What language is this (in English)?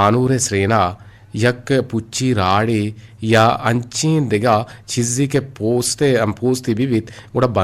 Eastern Balochi